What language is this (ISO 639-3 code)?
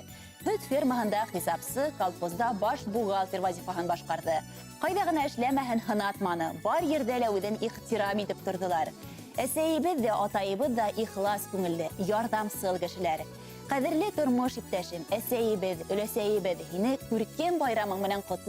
bak